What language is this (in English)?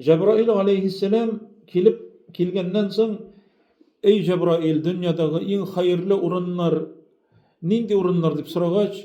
Tatar